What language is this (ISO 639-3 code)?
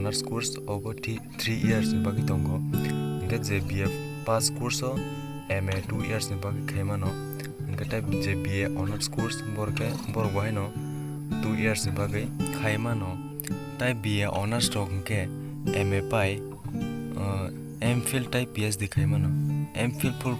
trp